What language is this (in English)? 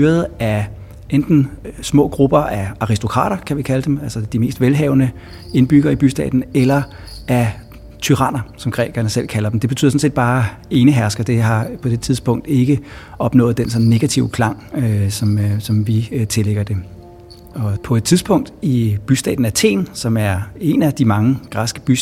Danish